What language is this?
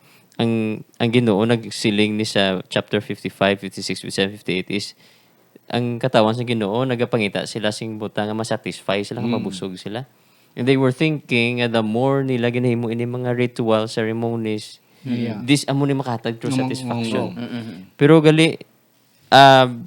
Hiligaynon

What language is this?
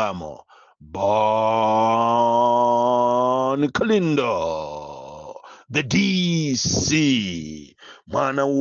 Nyanja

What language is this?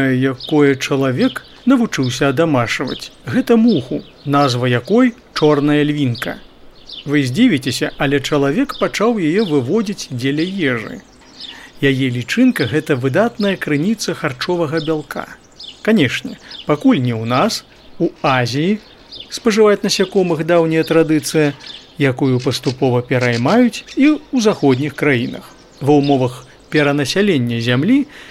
Belarusian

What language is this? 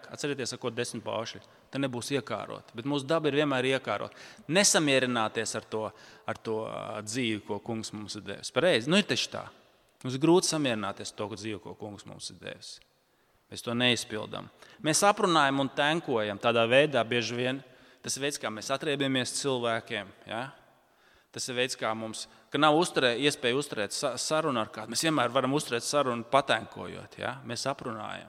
Latvian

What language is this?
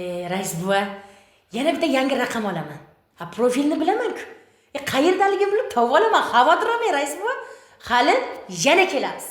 Uzbek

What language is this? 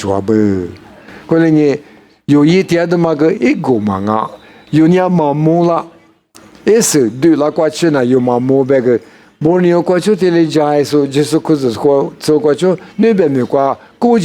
Lisu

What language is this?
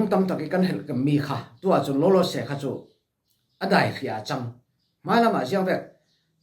Falam Chin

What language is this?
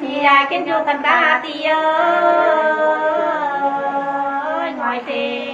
Nung (Viet Nam)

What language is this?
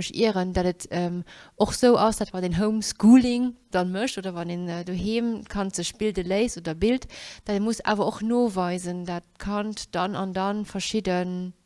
Luxembourgish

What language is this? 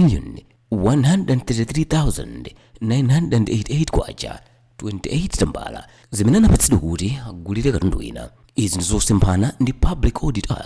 Nyanja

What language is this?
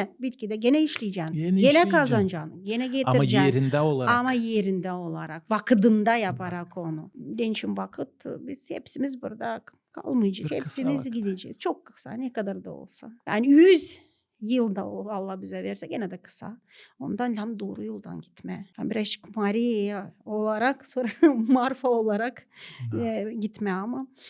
Gagauz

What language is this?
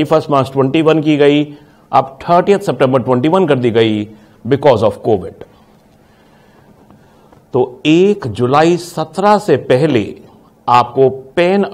Hindi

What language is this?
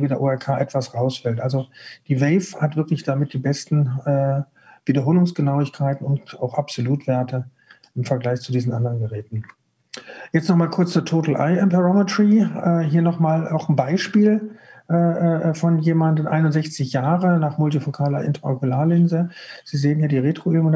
German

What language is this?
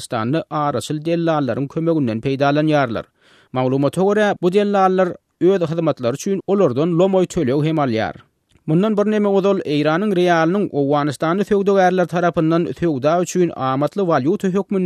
Turkmen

